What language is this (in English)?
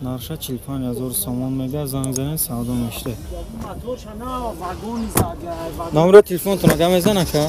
Tajik